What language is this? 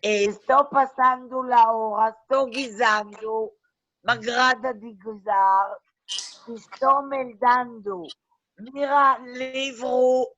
Ladino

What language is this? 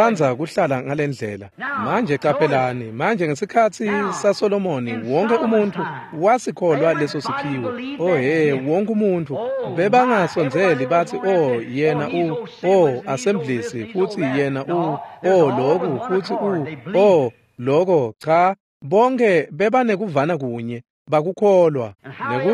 Swati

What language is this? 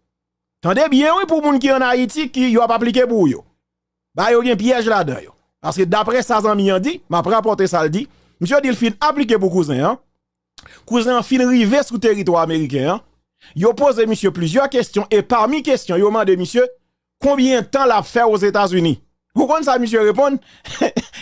Haitian Creole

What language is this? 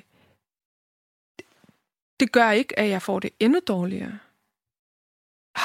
Danish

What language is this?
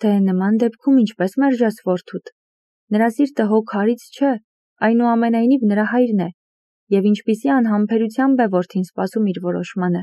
Armenian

